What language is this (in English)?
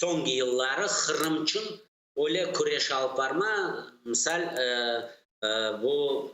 Crimean Tatar